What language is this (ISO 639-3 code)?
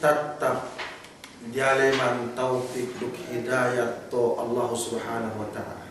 yka